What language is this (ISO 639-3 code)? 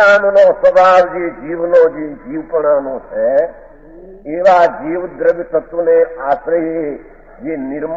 guj